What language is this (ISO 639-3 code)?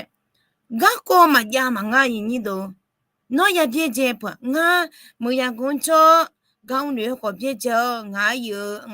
ahk